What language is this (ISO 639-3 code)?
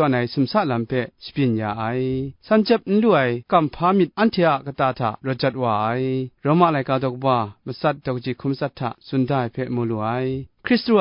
kac